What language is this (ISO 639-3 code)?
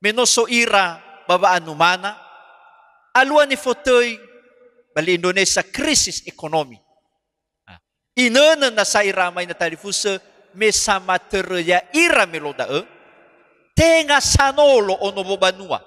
nia